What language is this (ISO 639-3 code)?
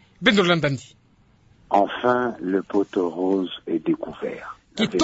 ktu